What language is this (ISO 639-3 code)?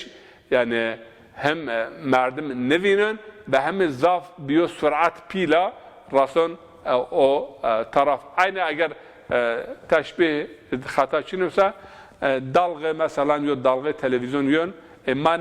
zza